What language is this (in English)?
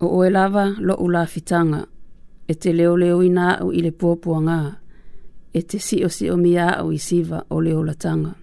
Samoan